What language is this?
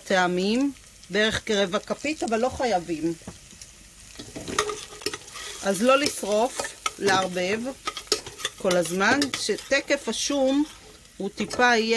Hebrew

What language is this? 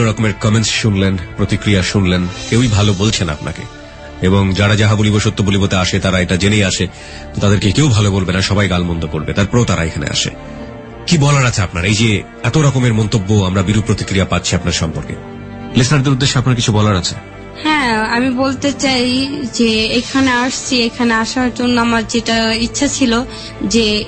Bangla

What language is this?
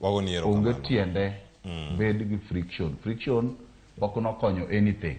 Luo (Kenya and Tanzania)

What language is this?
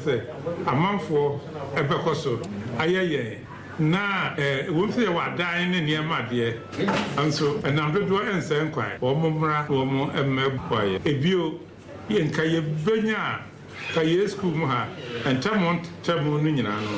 Akan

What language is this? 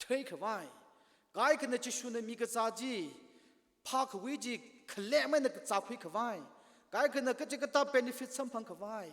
Tangkhul Naga (India)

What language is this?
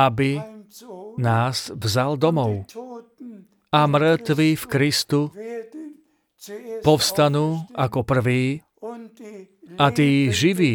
Slovak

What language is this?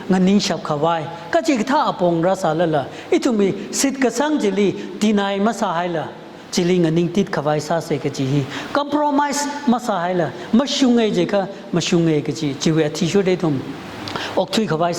Tangkhul Naga (India)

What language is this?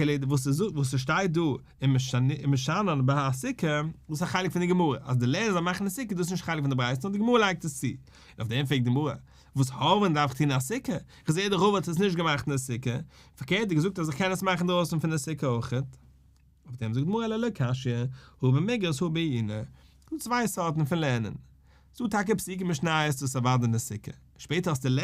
Yiddish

